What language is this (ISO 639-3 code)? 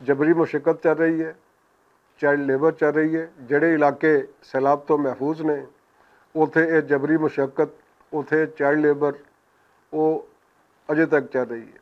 lah